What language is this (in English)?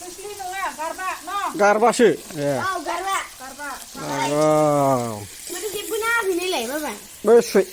Bodo